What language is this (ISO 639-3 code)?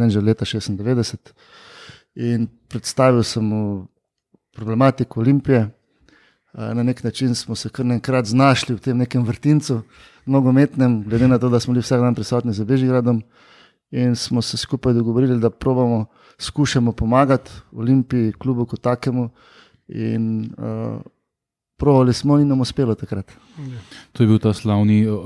slv